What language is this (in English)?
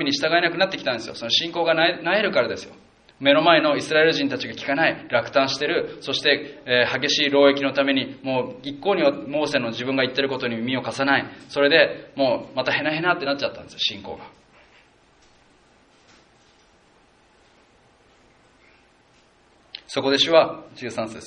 Japanese